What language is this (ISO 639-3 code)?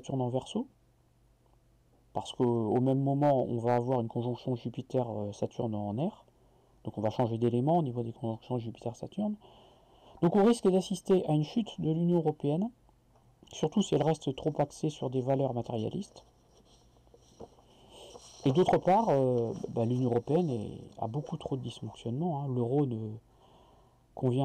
fra